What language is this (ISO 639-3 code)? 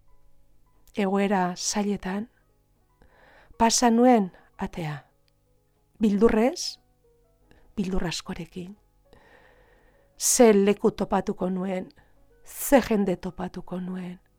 eus